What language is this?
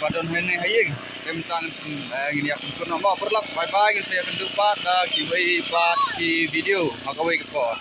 Khasi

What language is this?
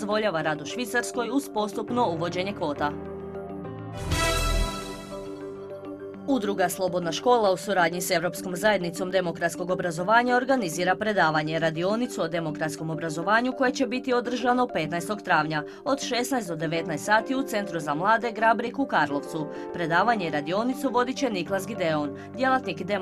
Croatian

